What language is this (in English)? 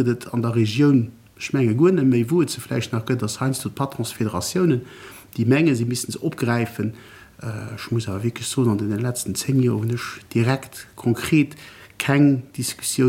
Luxembourgish